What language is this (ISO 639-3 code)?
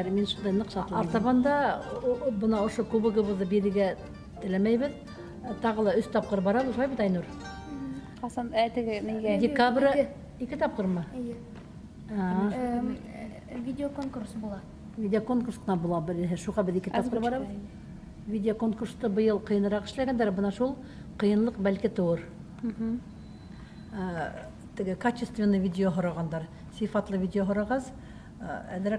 bak